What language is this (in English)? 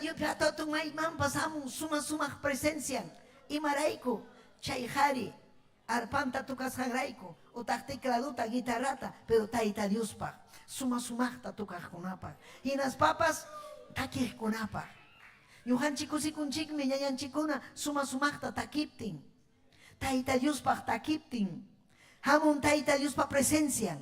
Ayacucho Quechua